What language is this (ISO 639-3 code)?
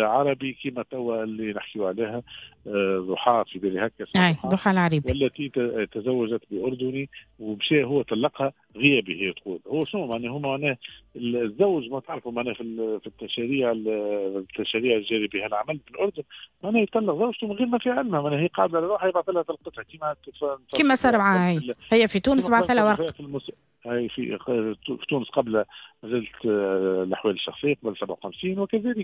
aeb